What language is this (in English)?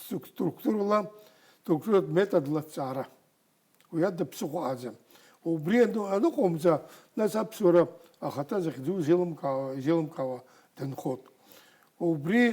Abkhazian